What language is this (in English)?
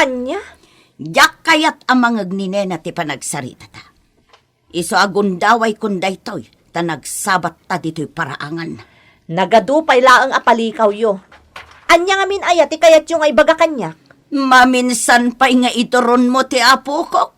Iloko